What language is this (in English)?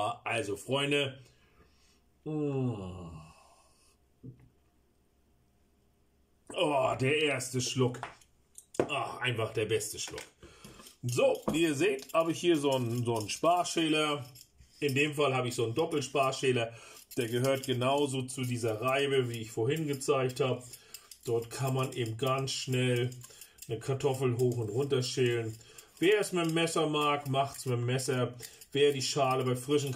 German